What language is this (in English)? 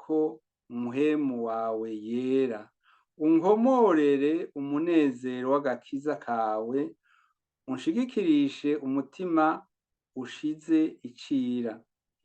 Rundi